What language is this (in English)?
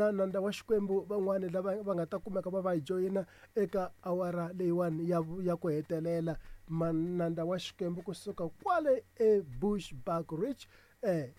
Tsonga